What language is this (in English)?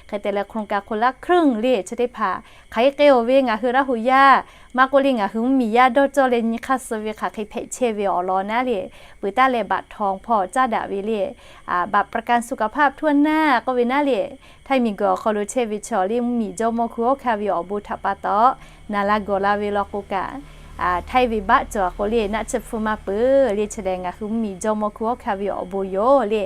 Lahu